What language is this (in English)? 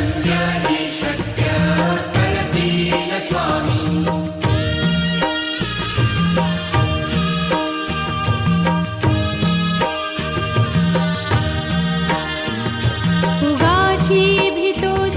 Marathi